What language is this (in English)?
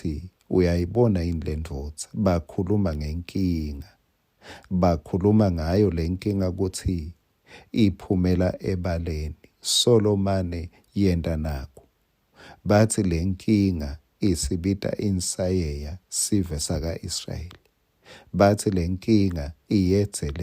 Swati